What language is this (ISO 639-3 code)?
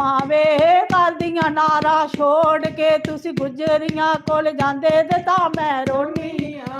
doi